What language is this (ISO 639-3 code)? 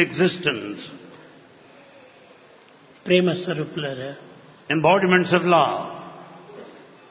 tel